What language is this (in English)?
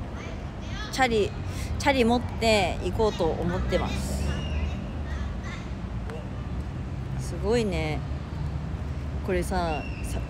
Japanese